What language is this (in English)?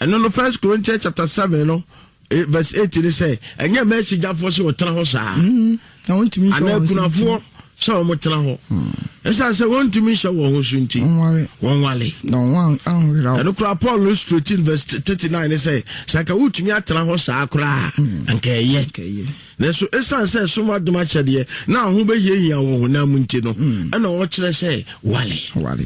Akan